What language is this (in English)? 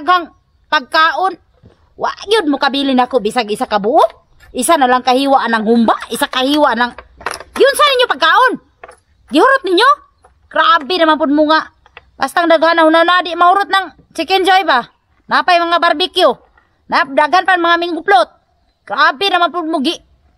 Cebuano